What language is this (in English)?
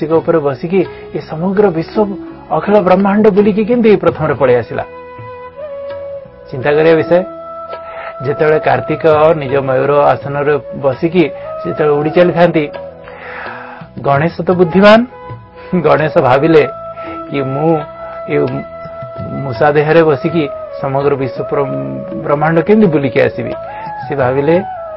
Odia